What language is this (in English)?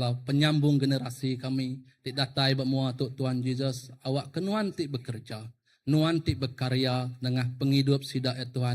Iban